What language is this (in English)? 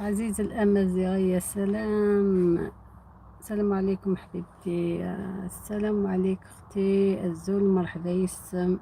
Algerian Arabic